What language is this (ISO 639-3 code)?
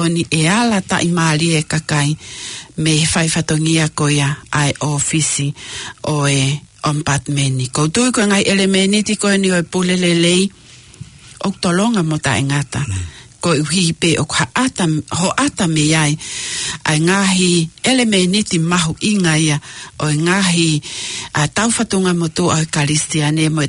ton